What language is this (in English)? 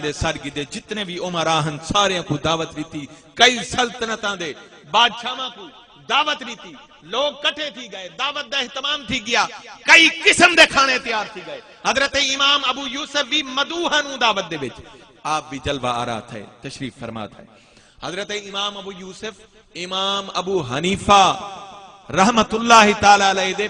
Saraiki